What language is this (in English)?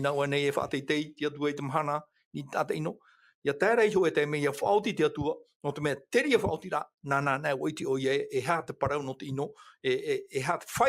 Tahitian